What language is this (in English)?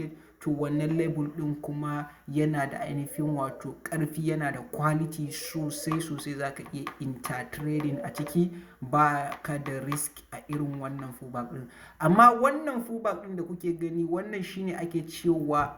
Hausa